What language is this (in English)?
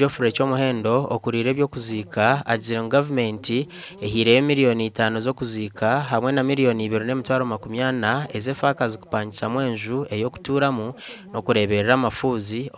Nyankole